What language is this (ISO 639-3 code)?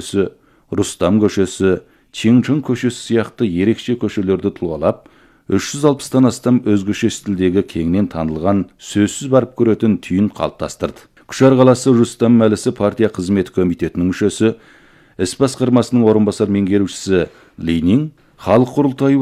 kaz